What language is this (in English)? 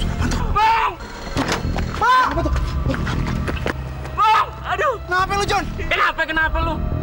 Indonesian